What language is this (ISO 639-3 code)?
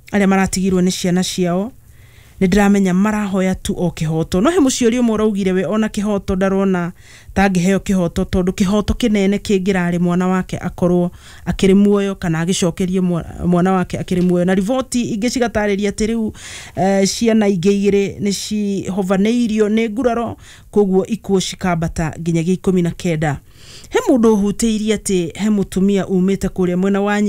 kik